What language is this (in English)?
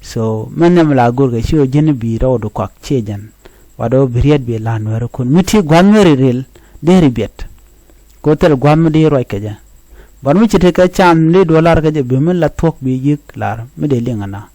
Nuer